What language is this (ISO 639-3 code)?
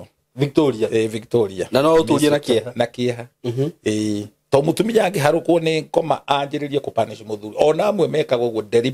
kik